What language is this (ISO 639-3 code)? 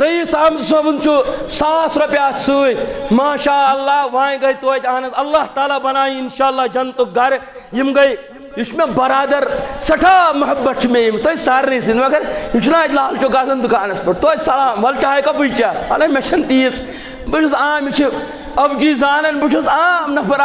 kas